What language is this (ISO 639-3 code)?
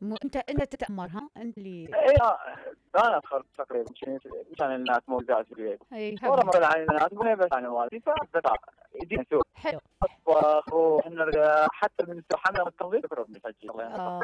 acm